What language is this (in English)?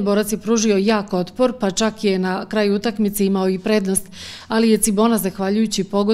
Croatian